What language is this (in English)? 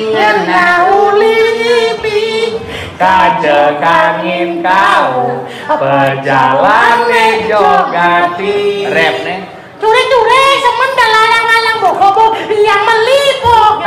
Balinese